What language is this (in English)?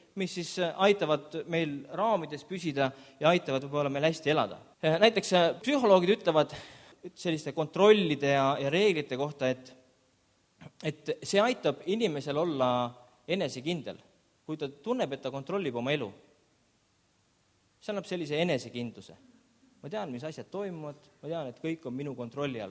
Estonian